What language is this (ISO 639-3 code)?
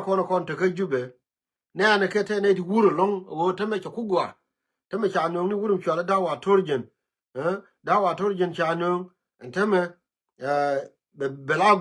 nus